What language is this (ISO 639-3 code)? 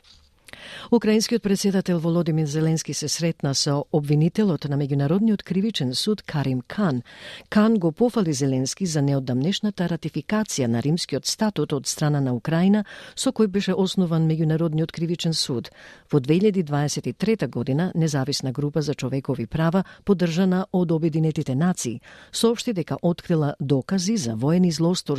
mkd